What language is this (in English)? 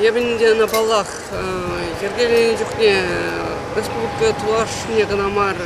Chuvash